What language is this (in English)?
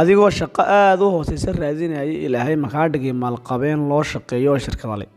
Somali